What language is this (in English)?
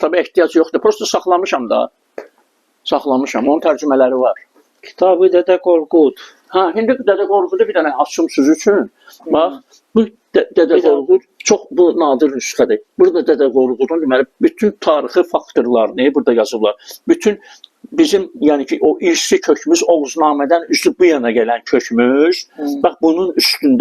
Azerbaijani